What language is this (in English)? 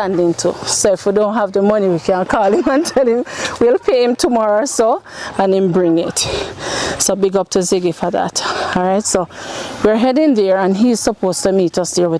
Jamaican Creole English